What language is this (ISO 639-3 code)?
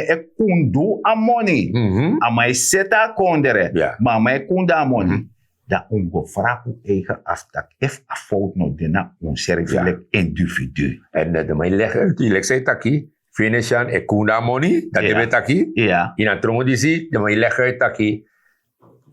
srn